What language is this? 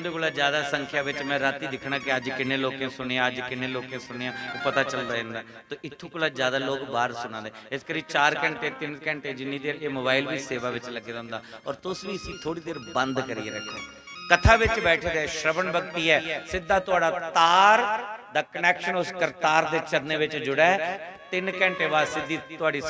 Dogri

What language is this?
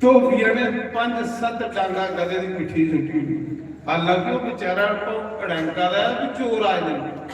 Dogri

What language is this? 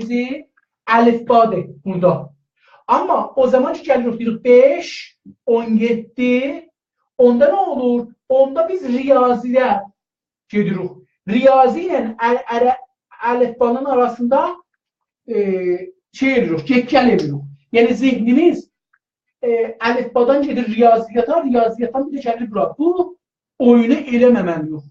South Azerbaijani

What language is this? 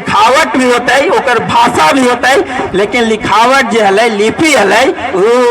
Magahi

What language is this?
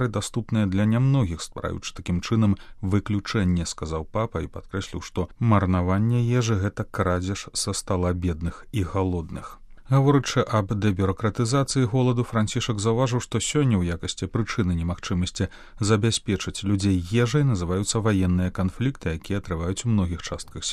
Belarusian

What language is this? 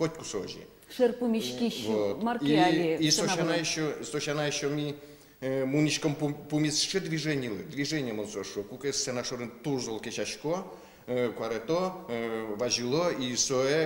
Udmurt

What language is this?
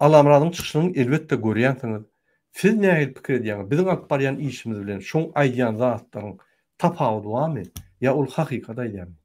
Turkmen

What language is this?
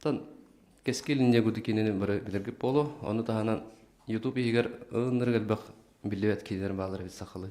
Yakut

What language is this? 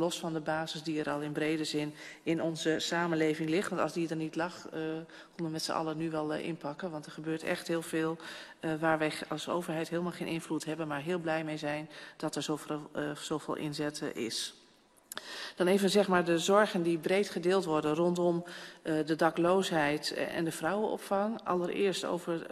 Dutch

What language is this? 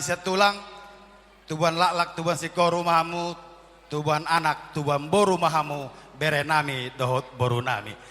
Batak Toba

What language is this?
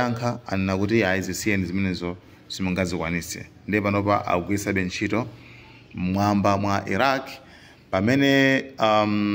Nyanja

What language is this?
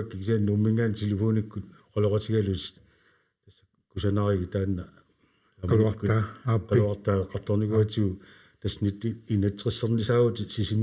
Kalaallisut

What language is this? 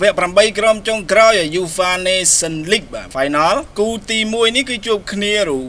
Khmer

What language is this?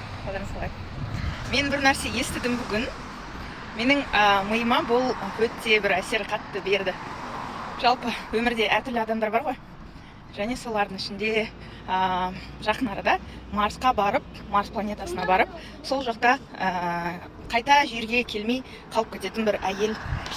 Kazakh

